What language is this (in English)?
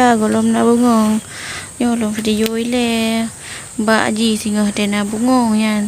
Achinese